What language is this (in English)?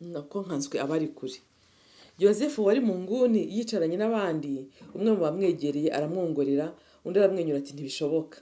Kinyarwanda